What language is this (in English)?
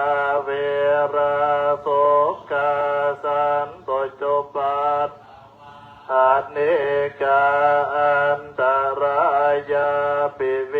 Pali